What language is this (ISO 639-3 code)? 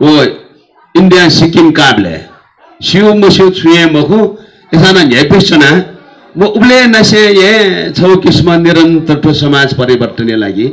new